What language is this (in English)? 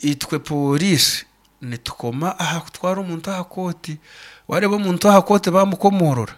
Nyankole